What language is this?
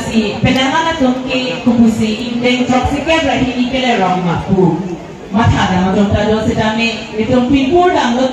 Karbi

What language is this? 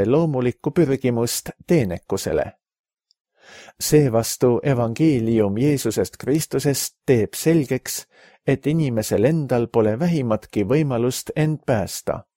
Estonian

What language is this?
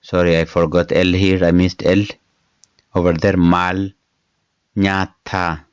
English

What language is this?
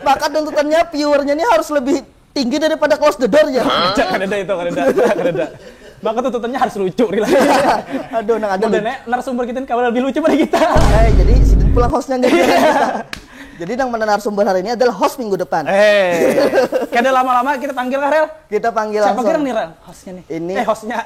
Banjar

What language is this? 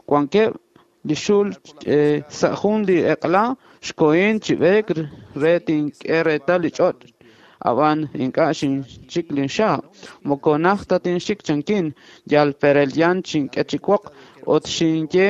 Kekchí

